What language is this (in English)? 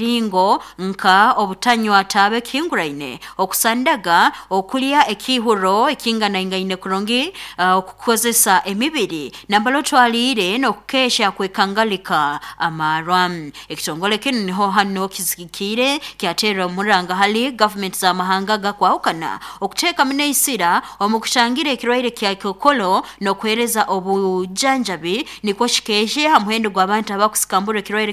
Nyoro